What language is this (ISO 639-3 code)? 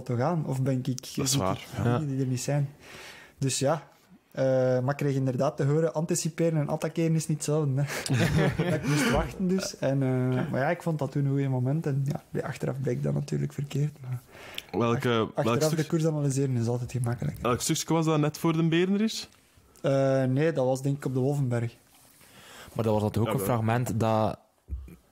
nld